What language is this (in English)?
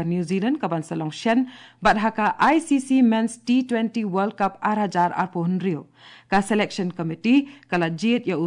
Khasi